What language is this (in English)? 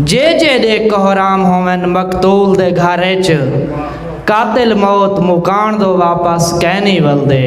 Saraiki